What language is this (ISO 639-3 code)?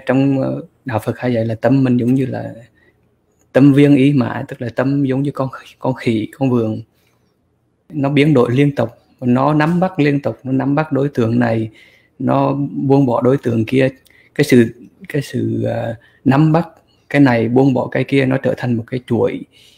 vie